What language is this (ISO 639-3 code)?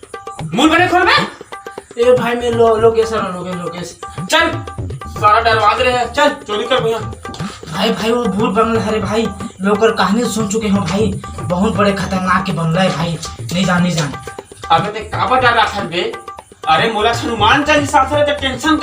hne